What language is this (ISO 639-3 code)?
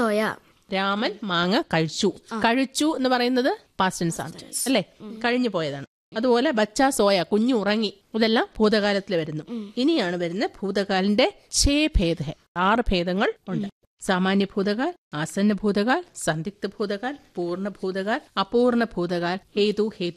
mal